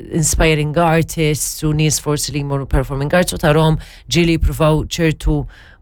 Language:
Maltese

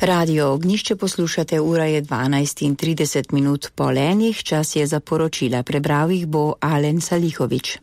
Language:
Slovenian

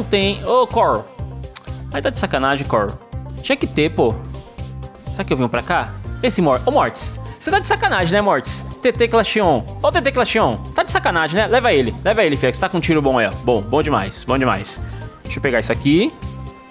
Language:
Portuguese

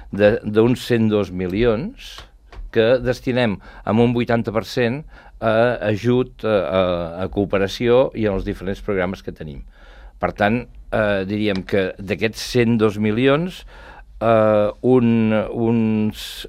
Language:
Catalan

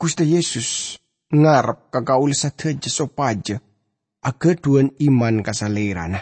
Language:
Madurese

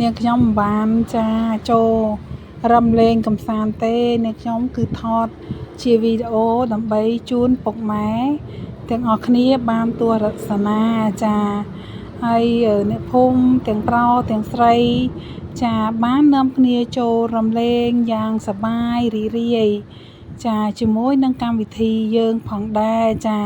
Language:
Khmer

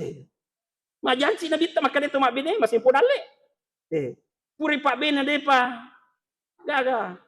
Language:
Buginese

